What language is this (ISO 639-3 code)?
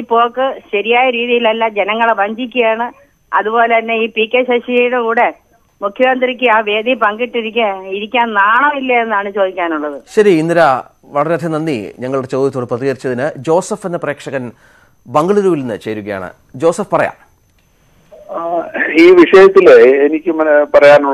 mal